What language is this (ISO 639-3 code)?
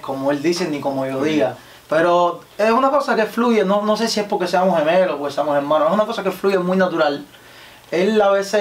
spa